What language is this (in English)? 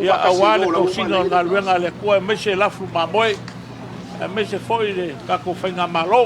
Samoan